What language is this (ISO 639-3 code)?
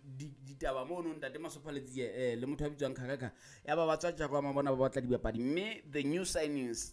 sot